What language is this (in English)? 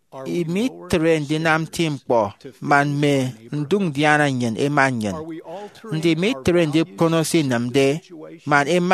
Efik